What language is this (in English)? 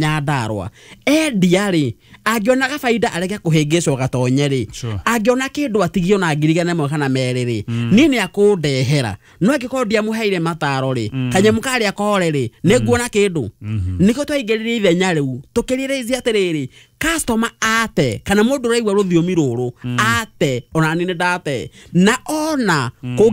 Kikuyu